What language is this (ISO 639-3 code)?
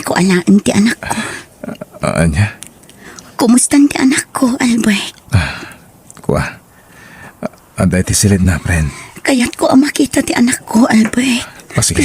ilo